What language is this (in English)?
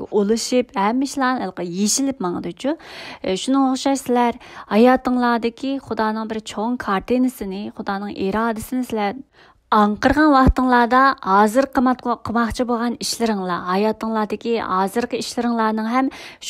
Uyghur